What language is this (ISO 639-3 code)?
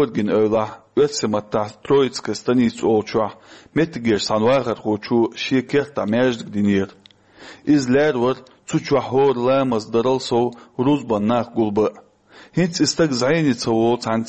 che